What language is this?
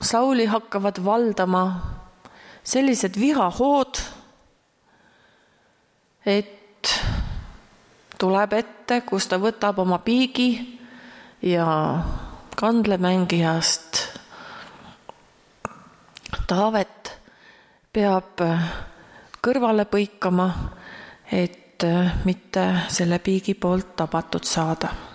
Estonian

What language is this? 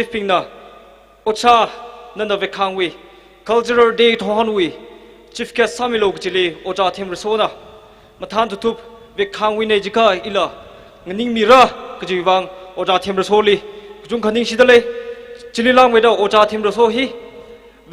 Tangkhul Naga (India)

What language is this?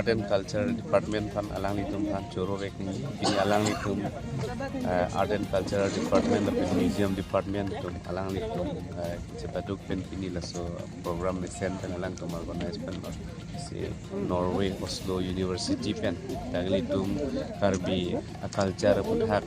Karbi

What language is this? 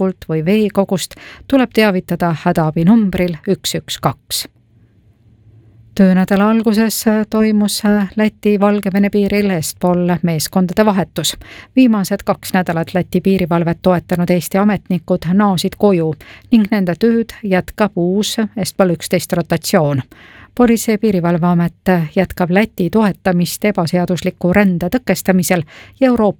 Estonian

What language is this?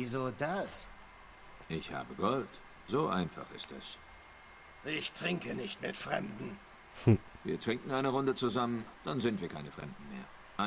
Swiss German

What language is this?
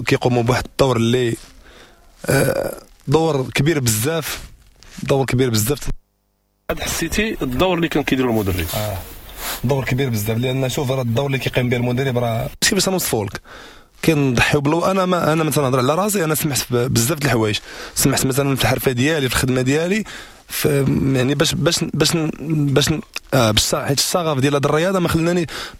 Moroccan Arabic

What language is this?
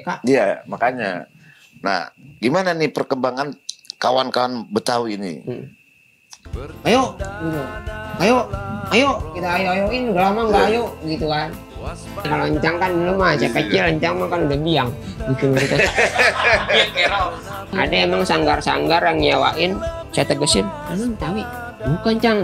Indonesian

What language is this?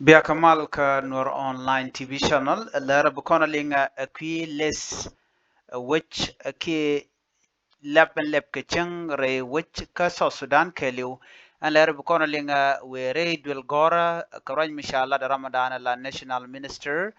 Nuer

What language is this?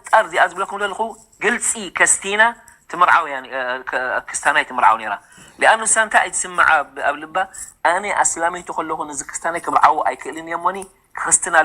Tigrinya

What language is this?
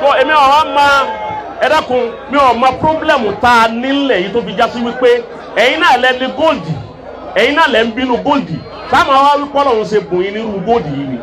Yoruba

